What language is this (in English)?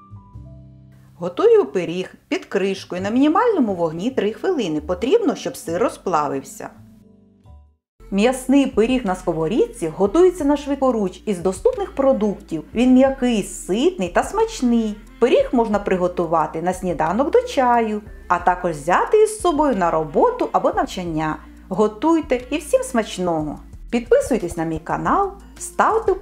Ukrainian